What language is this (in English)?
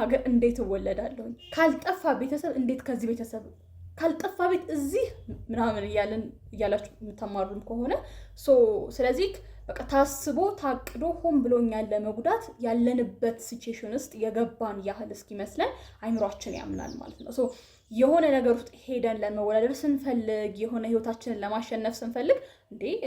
Amharic